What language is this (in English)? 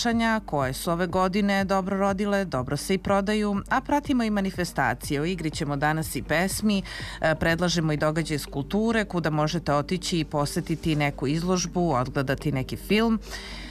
Serbian